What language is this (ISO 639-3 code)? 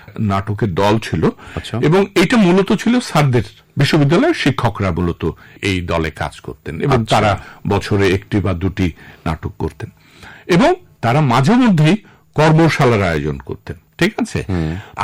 ben